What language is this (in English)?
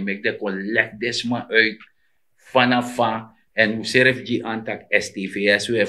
Sranan Tongo